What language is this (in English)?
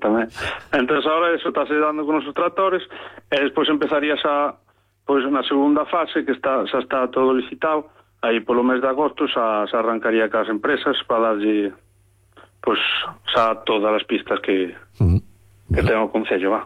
Galician